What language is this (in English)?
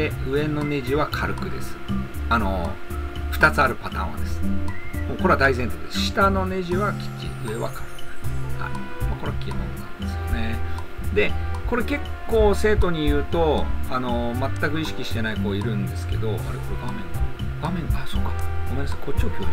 Japanese